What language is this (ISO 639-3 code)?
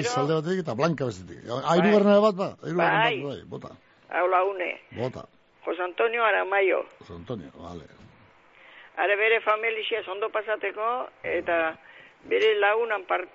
eus